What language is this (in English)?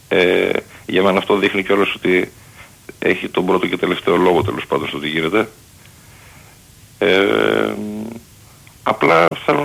Greek